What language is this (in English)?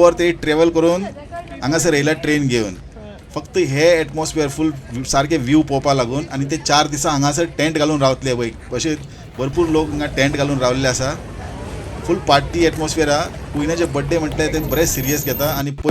Konkani